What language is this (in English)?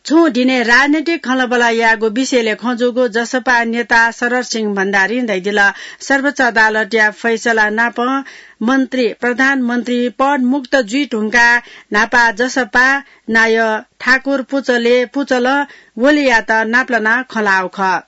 Newari